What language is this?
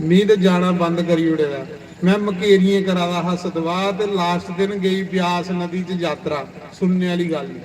Dogri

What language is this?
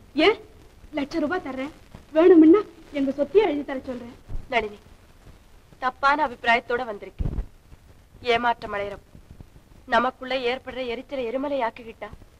Tamil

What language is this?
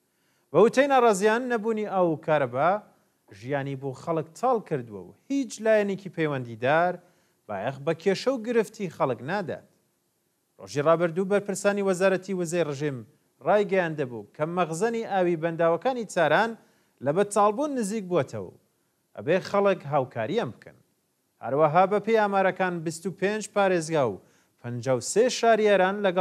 Central Kurdish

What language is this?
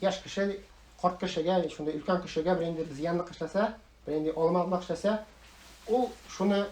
Tatar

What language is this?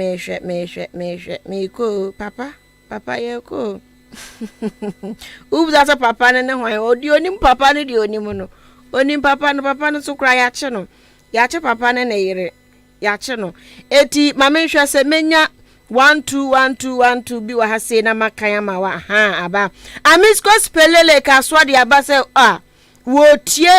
Akan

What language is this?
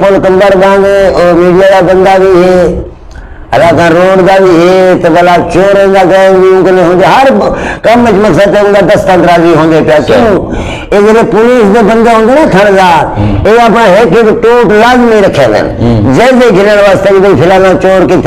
Saraiki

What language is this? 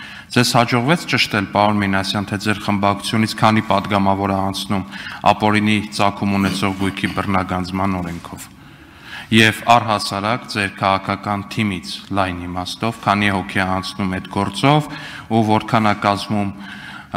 Armenian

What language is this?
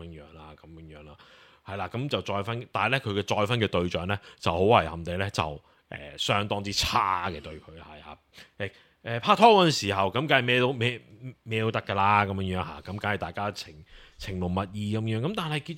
Cantonese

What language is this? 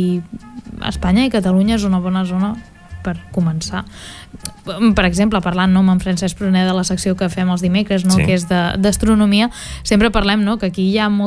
Catalan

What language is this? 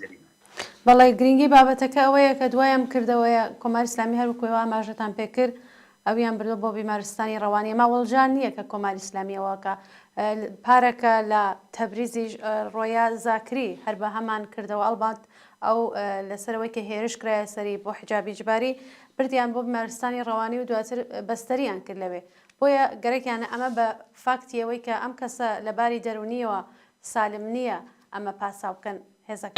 Central Kurdish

